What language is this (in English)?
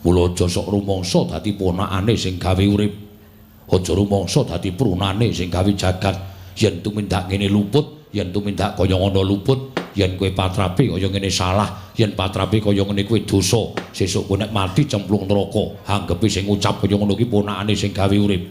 Javanese